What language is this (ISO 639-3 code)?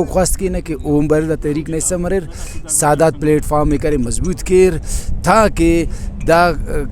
brh